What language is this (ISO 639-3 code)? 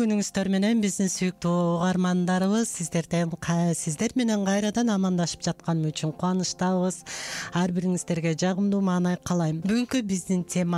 kir